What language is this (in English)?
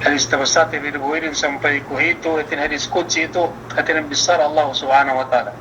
Yakan